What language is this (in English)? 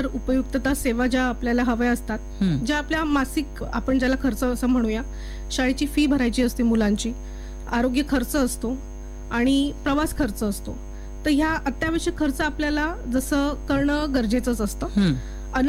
Marathi